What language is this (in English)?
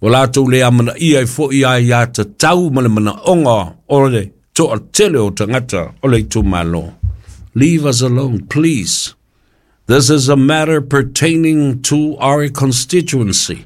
Samoan